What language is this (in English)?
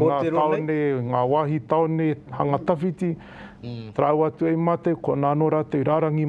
Māori